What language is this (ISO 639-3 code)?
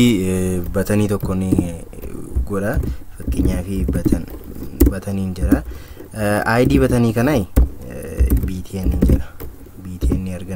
orm